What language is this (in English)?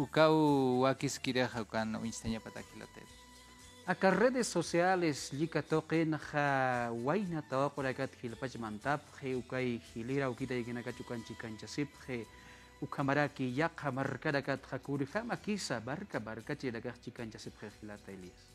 Aymara